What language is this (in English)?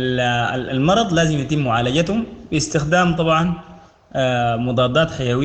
Sudanese Arabic